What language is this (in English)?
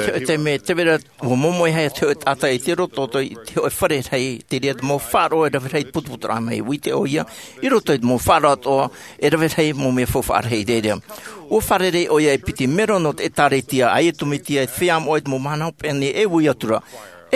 Tahitian